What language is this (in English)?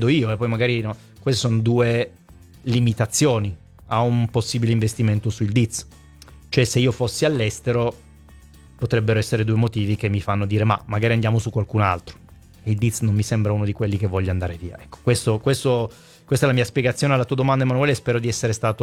Italian